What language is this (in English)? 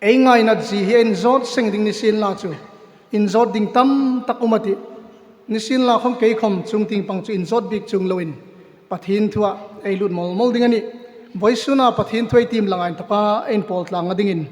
Hmar